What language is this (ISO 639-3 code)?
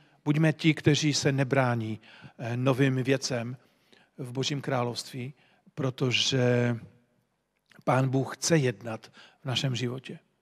ces